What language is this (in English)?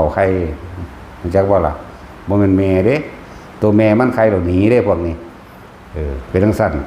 Northeastern Thai